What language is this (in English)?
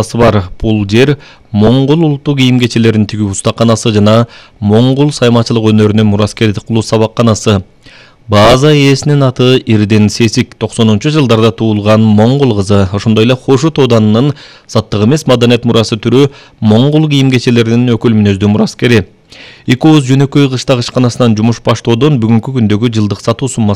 Kyrgyz